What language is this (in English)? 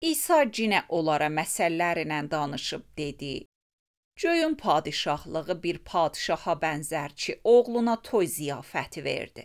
Azerbaijani